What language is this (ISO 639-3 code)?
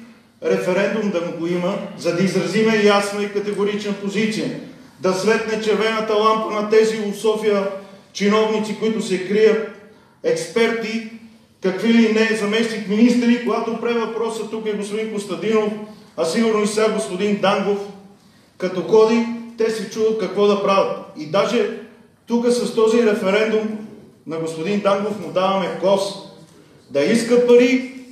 bul